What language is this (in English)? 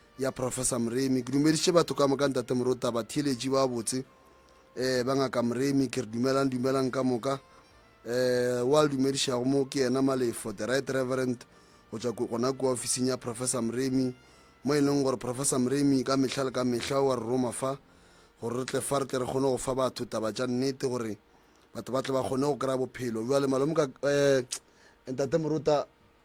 Northern Sotho